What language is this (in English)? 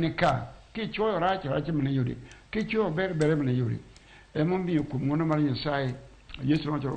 Luo (Kenya and Tanzania)